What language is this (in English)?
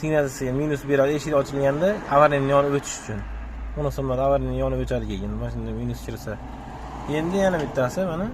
Uzbek